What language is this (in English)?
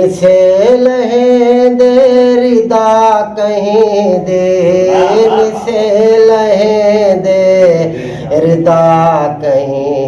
Saraiki